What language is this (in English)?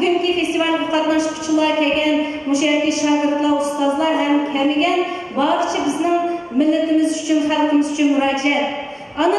Uyghur